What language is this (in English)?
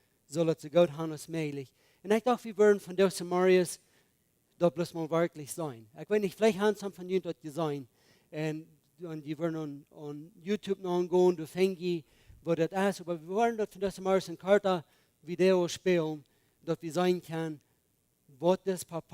Plautdietsch